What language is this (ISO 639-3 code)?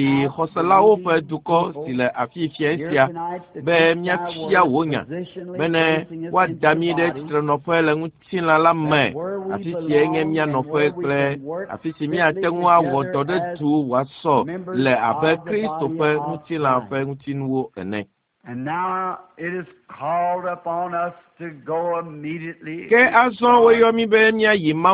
ewe